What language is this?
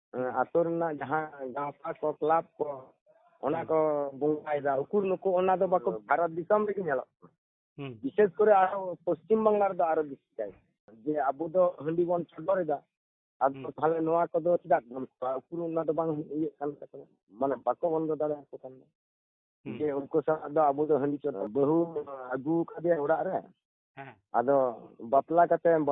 Santali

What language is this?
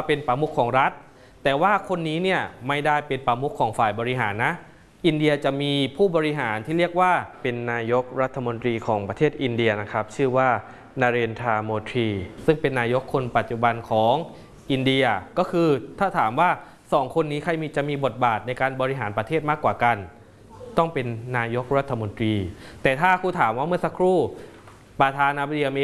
Thai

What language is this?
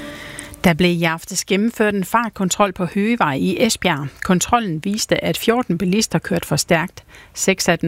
Danish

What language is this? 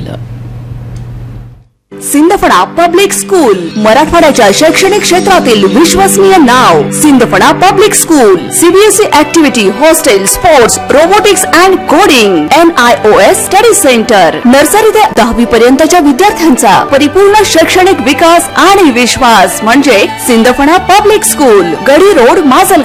Marathi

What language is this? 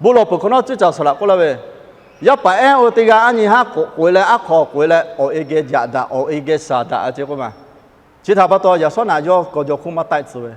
Lahu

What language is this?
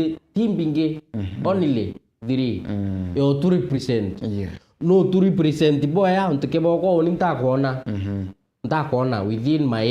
Meru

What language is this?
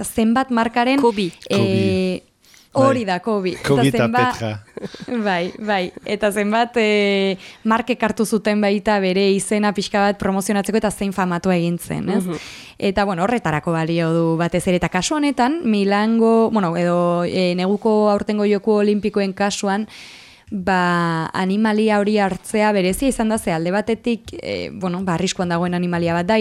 Basque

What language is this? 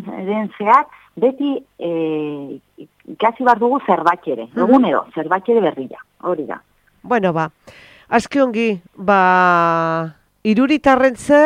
Basque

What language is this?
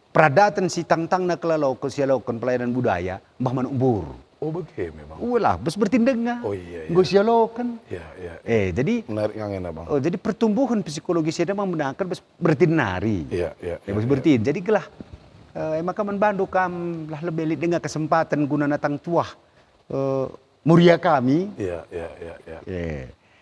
Batak Karo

